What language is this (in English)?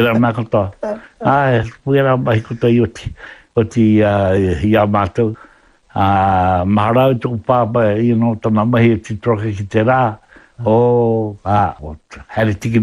Māori